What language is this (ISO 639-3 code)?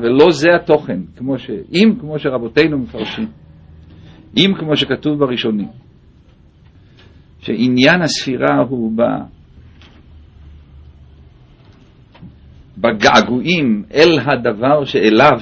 heb